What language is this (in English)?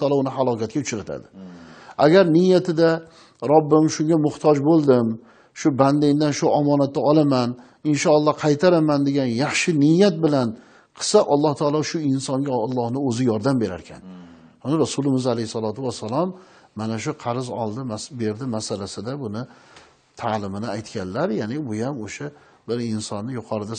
Uzbek